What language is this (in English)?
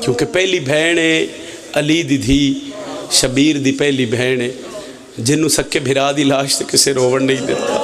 Pahari-Potwari